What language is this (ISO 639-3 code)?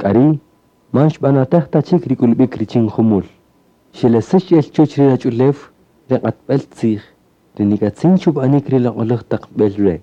cak